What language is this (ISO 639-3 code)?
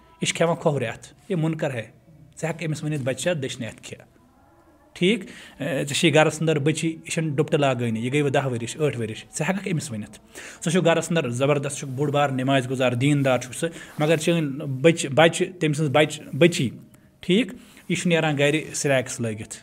kas